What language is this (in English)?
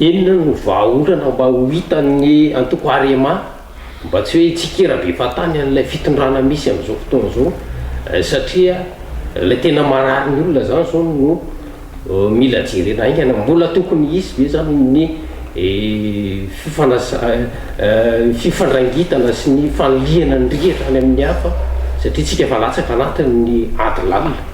Malagasy